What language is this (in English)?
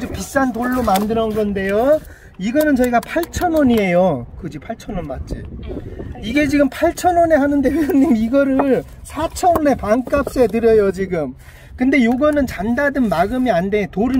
Korean